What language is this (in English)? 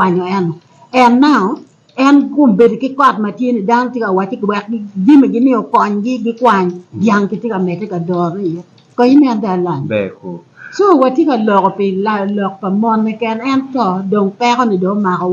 Acoli